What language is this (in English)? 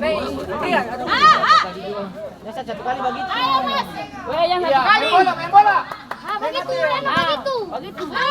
Ambonese Malay